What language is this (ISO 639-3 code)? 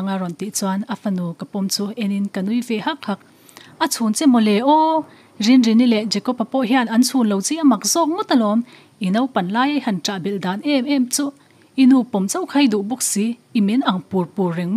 lus